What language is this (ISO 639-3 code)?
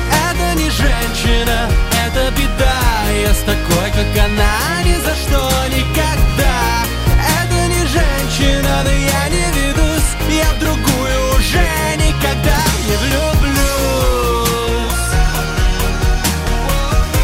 rus